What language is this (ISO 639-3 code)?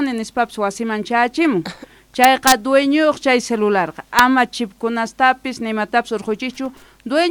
quh